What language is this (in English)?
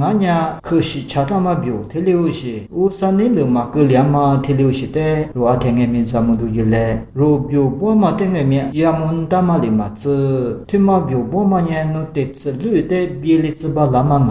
Lisu